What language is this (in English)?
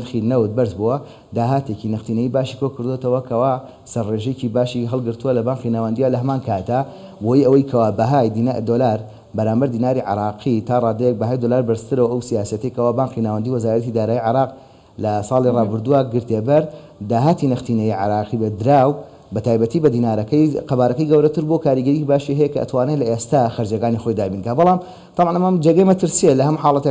Central Kurdish